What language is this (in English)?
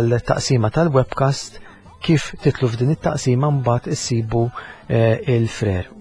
Maltese